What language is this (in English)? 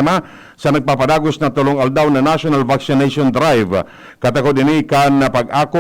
Bikol